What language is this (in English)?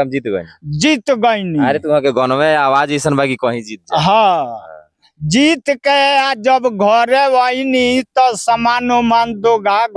Bhojpuri